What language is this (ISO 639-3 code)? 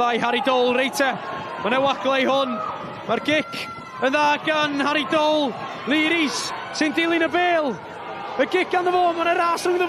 cym